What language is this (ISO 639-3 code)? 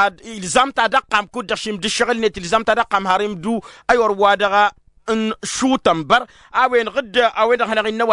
taq